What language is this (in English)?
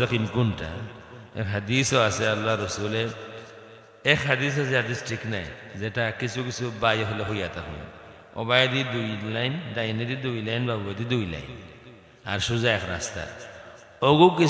Sylheti